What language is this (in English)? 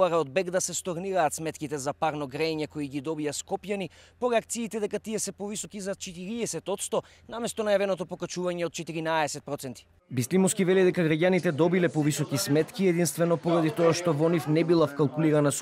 Macedonian